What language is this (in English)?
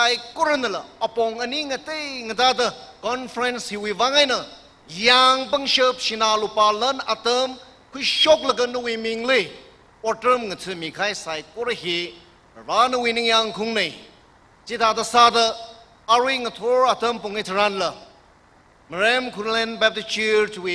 Tangkhul Naga (India)